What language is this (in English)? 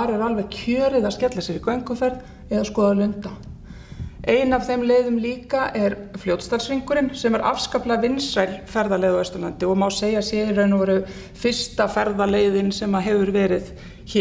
Icelandic